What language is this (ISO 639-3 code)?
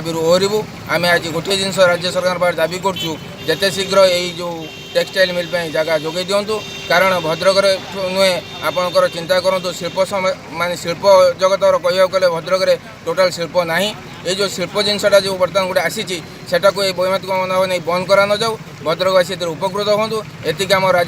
ori